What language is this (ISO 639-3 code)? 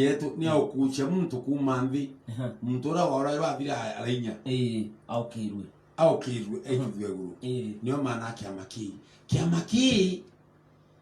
mer